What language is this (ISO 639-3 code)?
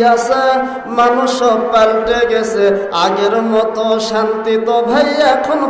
ben